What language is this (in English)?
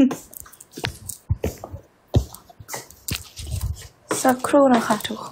Thai